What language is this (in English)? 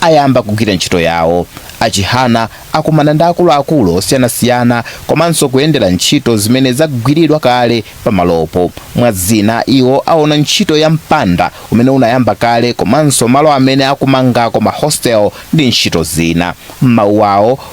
Nyanja